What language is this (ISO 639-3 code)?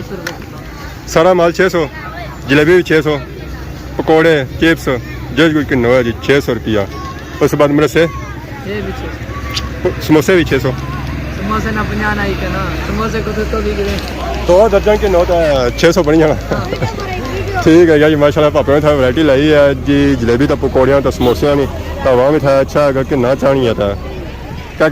phr